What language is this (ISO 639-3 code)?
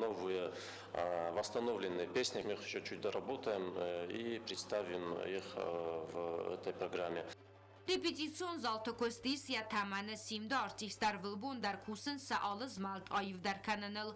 oss